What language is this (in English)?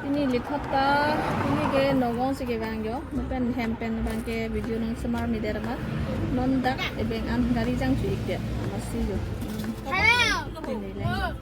Karbi